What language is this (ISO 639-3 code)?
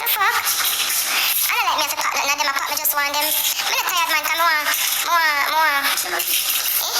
jam